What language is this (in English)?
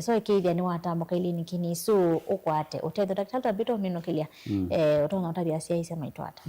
Kamba